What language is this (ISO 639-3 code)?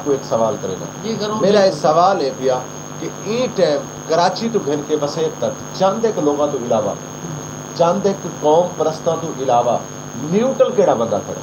skr